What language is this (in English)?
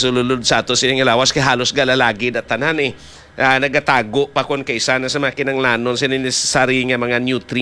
Hiligaynon